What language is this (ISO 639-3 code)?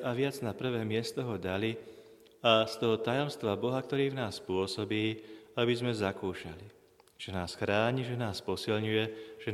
slk